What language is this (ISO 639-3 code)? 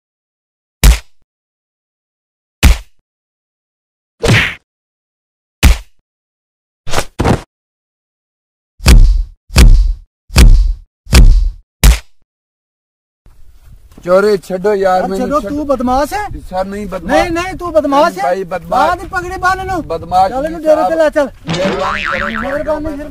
pan